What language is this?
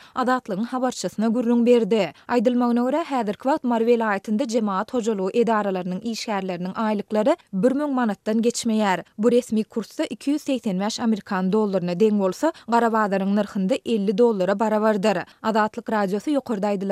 Turkmen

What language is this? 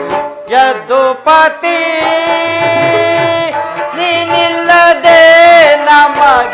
Kannada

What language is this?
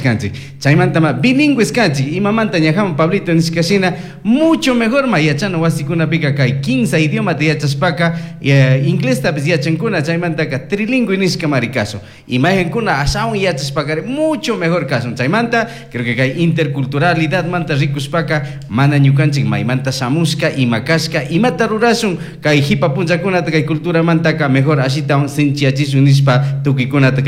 Chimborazo Highland Quichua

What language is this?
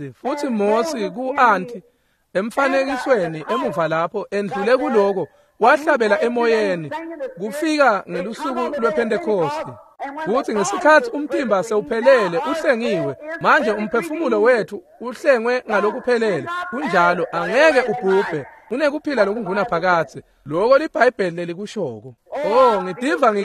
Swati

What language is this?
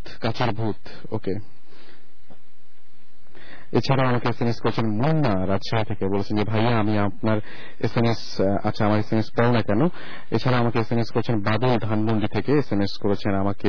Bangla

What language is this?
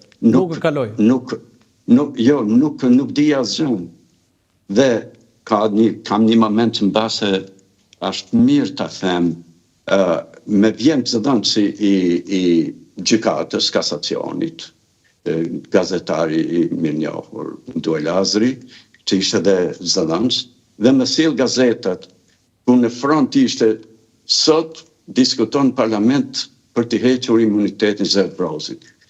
Albanian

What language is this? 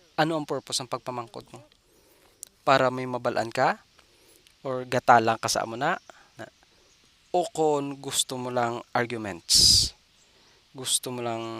Hiligaynon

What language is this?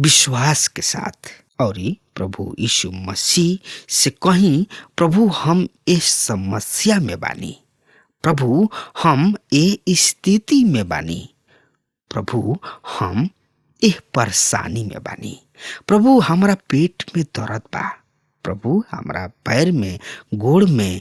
Bhojpuri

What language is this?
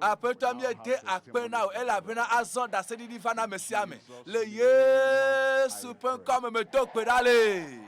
Ewe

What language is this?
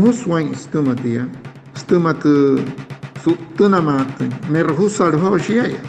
Wayuu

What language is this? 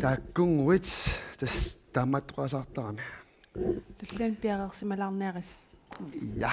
Kalaallisut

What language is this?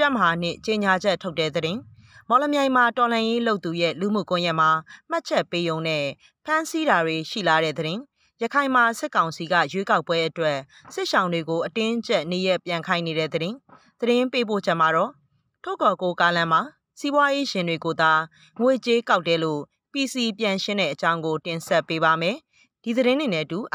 Burmese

